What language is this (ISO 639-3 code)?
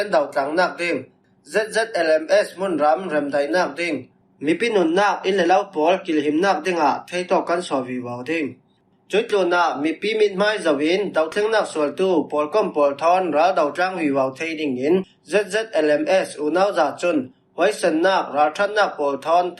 cfm